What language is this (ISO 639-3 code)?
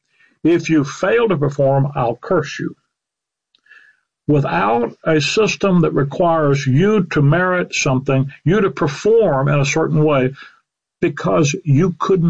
eng